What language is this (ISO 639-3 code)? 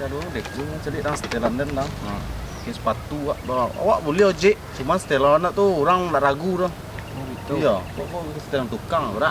min